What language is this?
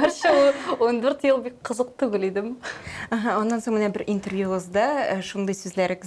Tatar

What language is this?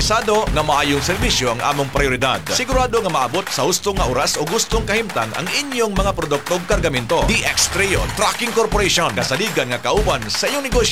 Cebuano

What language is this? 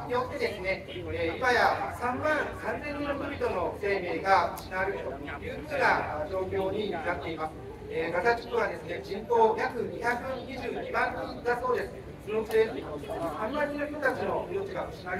Japanese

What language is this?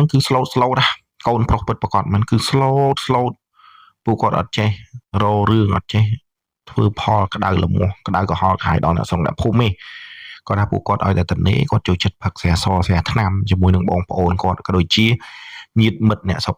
Khmer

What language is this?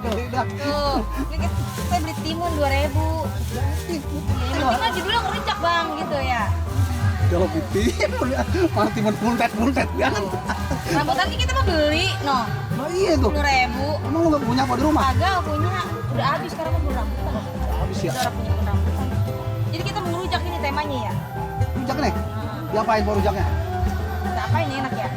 Betawi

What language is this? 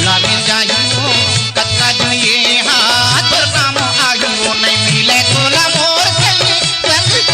Chhattisgarhi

